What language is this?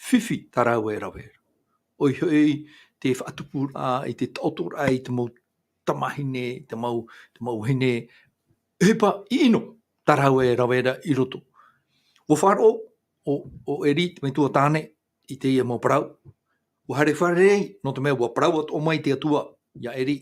Tahitian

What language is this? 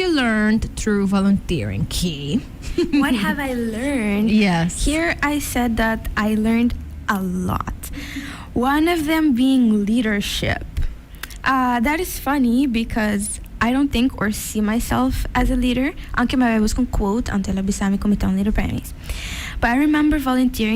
Papiamento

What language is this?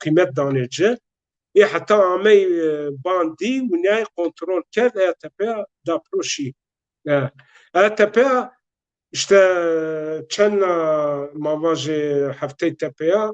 Zaza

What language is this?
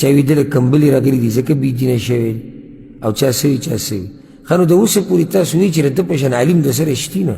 Pashto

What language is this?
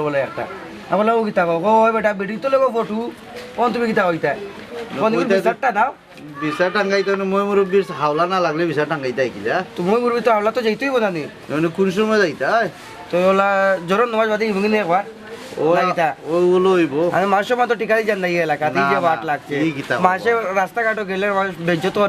Sylheti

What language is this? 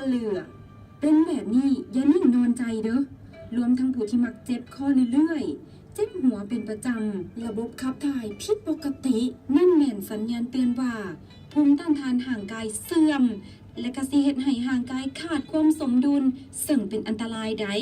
Lao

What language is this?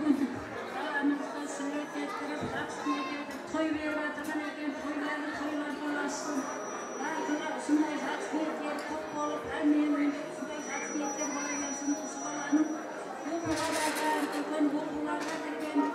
Kara-Kalpak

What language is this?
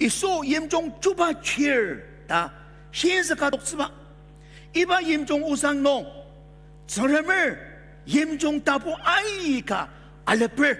Ao Naga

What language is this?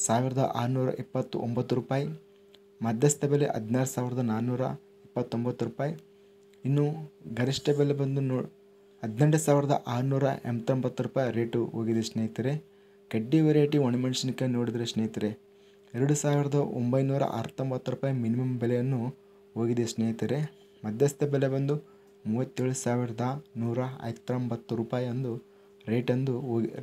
Kannada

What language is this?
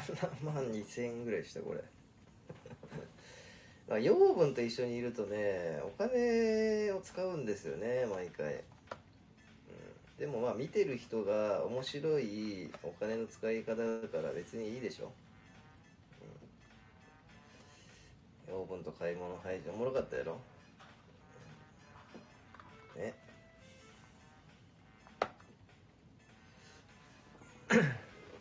Japanese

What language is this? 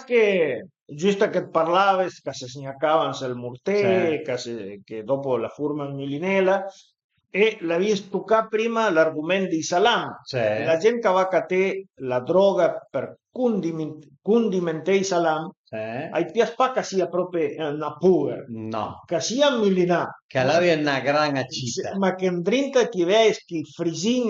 Piedmontese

